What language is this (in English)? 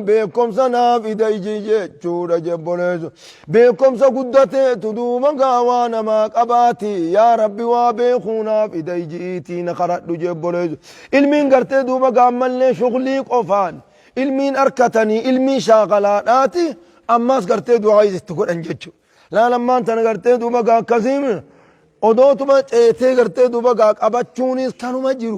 Oromo